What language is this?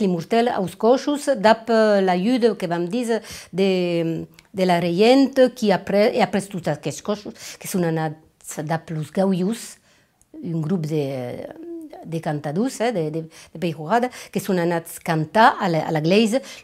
Occitan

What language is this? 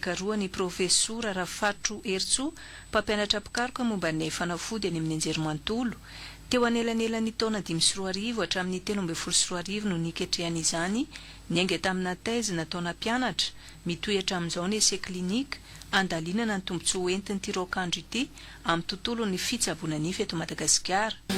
Malagasy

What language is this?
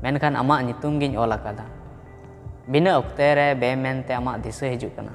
Santali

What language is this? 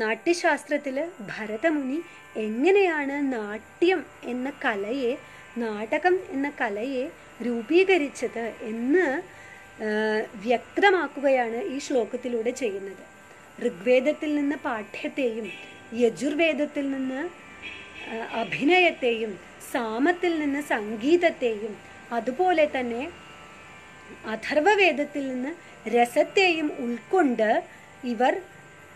Malayalam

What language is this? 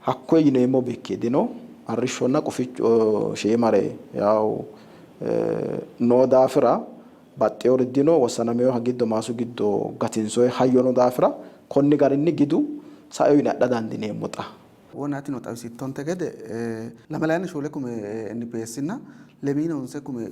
Sidamo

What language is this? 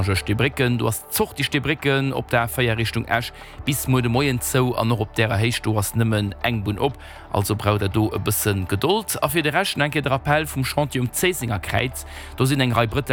Luxembourgish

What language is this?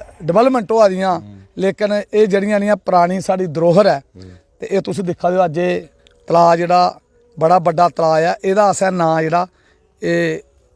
Dogri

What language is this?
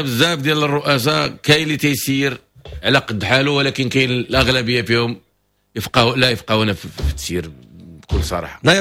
Moroccan Arabic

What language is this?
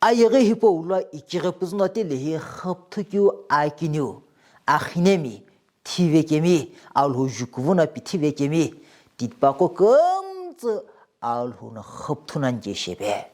Sumi Naga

